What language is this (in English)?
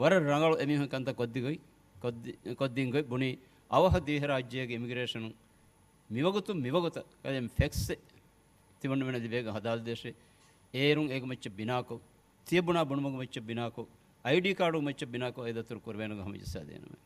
Divehi